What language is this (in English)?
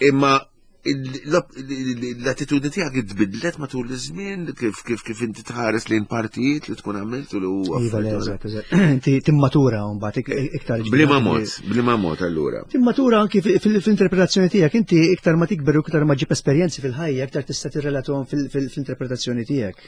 Maltese